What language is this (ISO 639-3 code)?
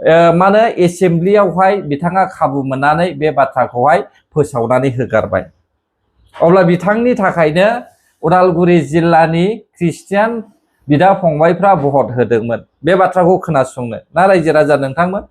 brx